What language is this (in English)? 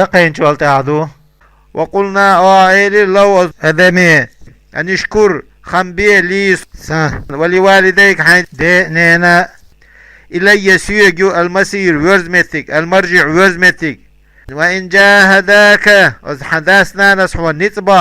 Chechen